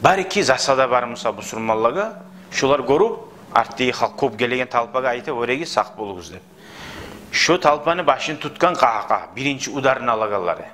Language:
Kumyk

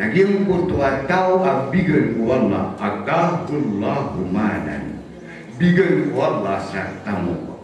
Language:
Maranao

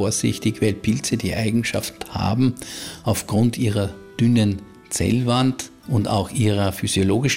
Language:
German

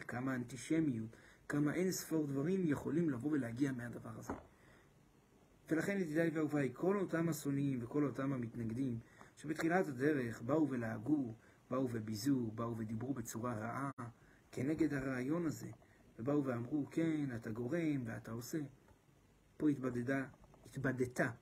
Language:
Hebrew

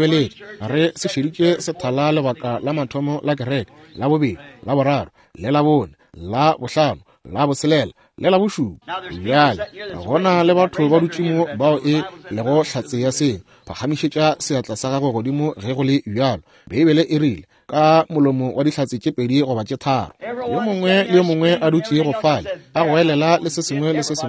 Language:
Northern Sotho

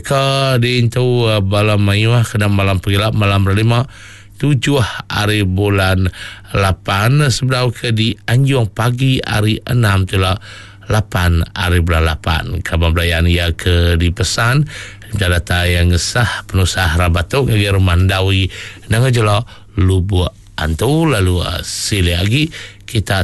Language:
Iban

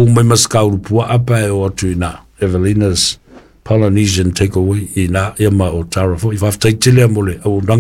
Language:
Samoan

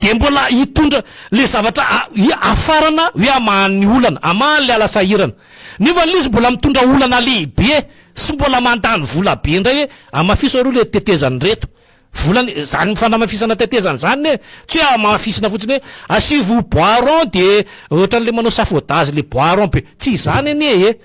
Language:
Malagasy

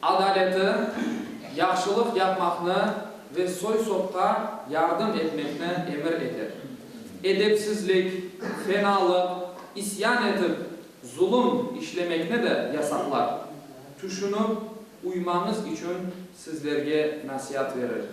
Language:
Crimean Tatar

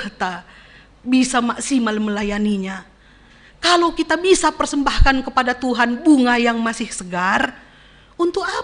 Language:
Batak Karo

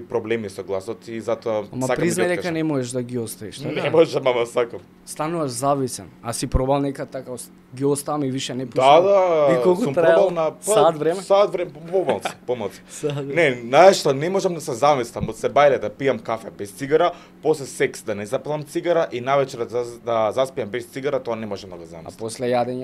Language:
Macedonian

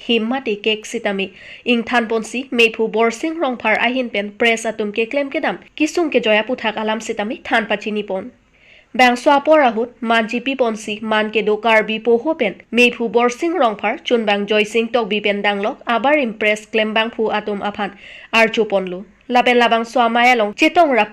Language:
Karbi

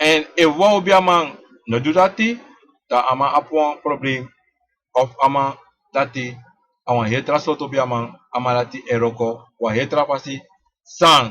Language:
Sranan Tongo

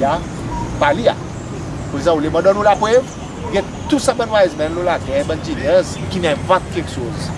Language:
Seselwa Creole French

